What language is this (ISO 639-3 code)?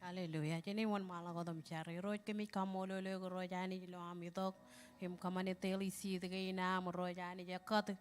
mah